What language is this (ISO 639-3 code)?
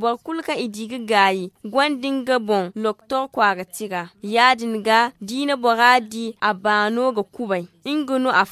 dje